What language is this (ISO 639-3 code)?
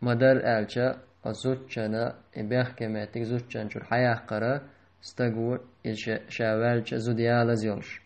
che